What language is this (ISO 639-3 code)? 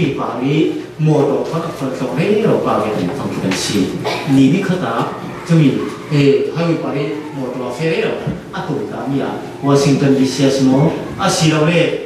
cfm